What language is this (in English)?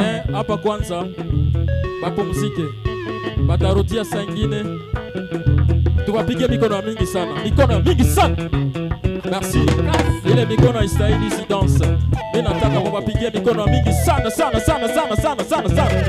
Swahili